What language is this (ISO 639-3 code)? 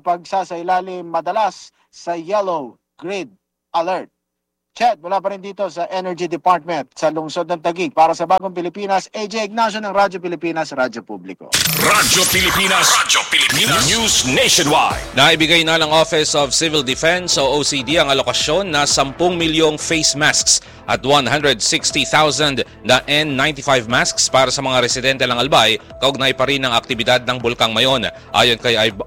fil